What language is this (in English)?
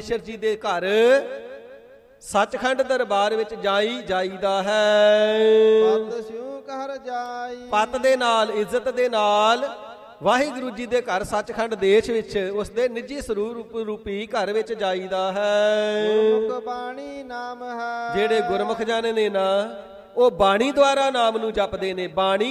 Punjabi